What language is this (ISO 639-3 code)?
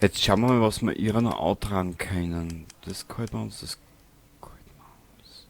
bar